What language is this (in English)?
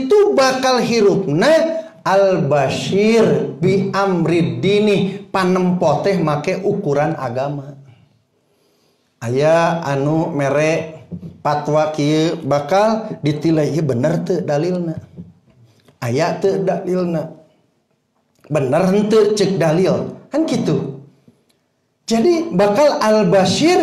Sundanese